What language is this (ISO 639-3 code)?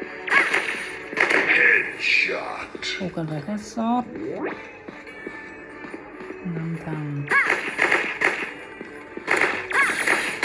vie